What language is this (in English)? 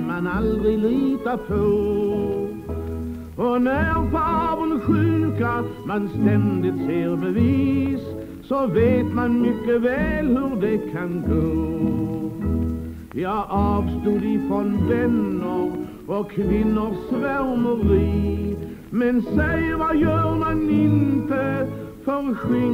Swedish